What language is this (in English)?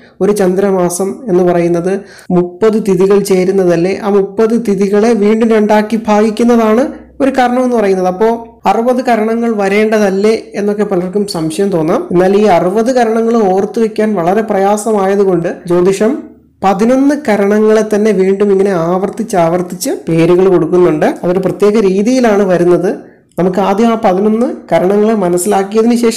Malayalam